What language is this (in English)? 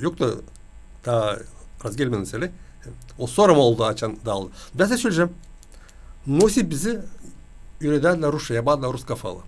Gagauz